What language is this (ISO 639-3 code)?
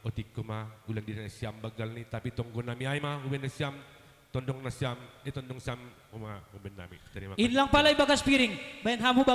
bts